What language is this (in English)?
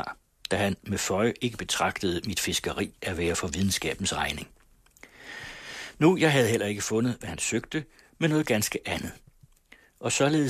Danish